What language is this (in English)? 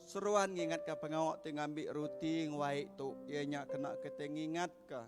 Iban